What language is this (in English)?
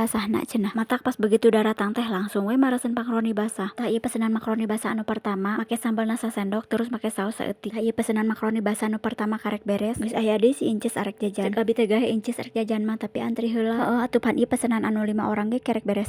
Sundanese